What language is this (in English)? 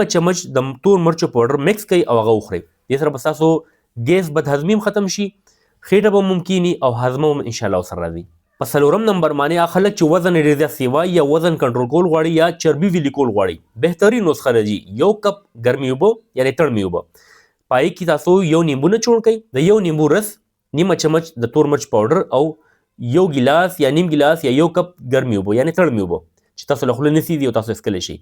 Pashto